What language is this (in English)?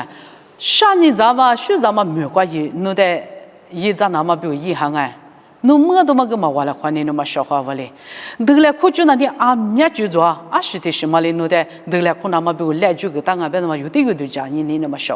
Lisu